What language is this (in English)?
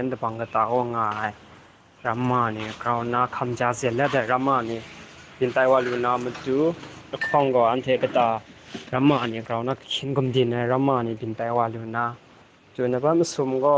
Kachin